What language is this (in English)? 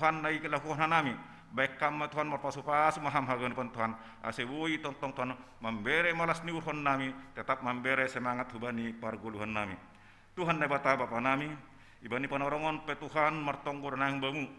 Batak Simalungun